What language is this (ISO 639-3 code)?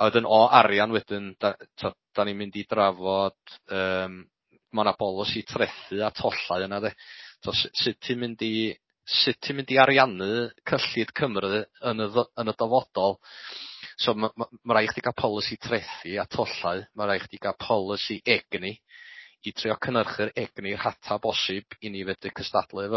cym